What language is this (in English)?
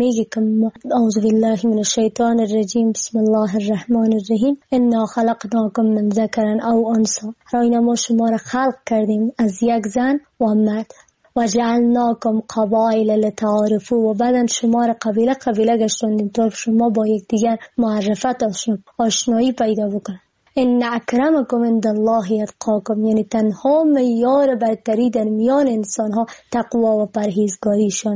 Persian